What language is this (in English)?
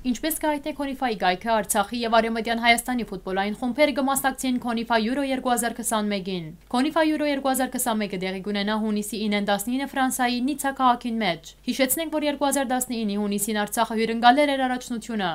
Western Armenian